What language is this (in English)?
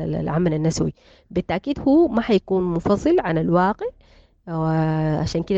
Sudanese Arabic